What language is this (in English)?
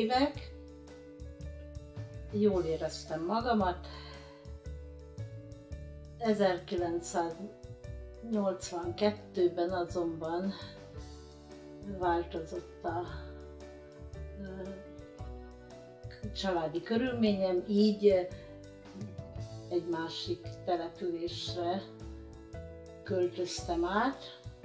Hungarian